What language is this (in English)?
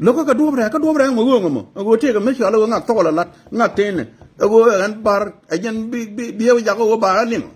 Nuer